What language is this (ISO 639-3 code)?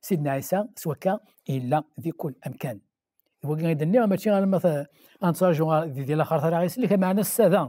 kab